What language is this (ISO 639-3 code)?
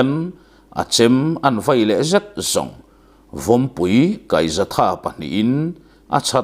lus